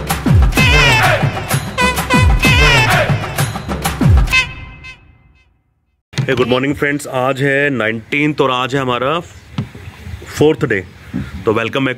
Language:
Hindi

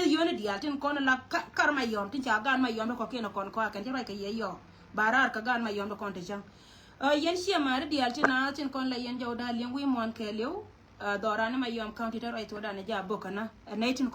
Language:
Nuer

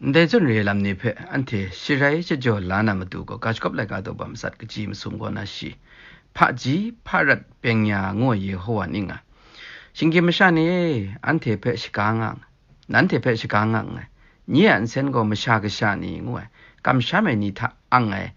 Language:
Kachin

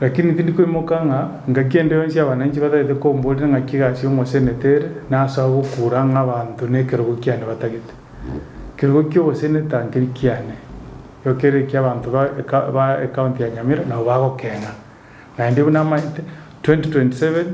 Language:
Gusii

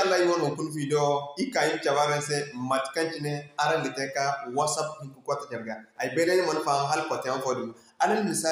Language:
Zarma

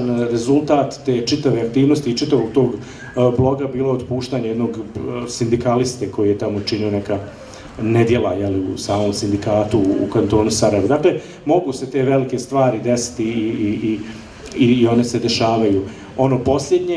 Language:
Bosnian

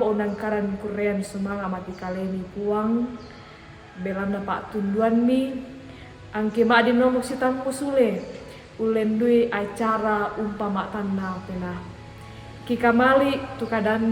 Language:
Toraja-Sa'dan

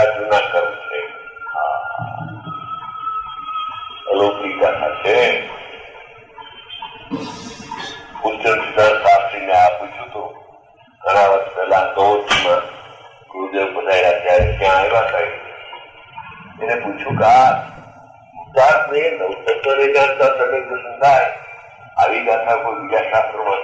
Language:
Gujarati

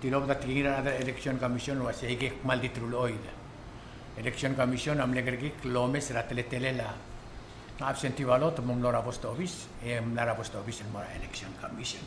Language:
Palauan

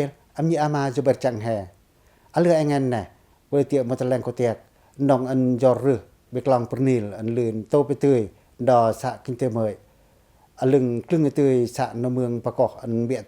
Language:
Pacoh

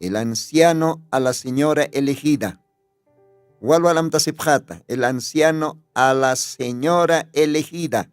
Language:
Aymara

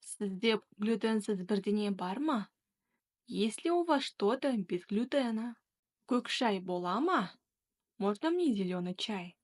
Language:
Kazakh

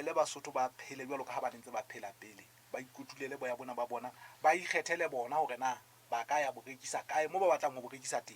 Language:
Southern Sotho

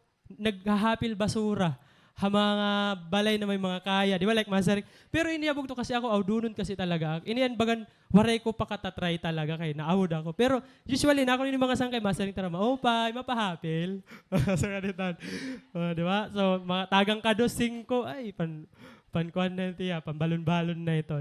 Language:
Waray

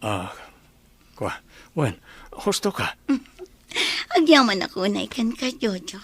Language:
Iloko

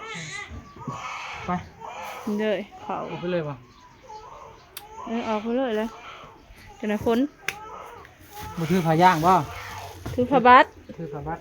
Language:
Northeastern Thai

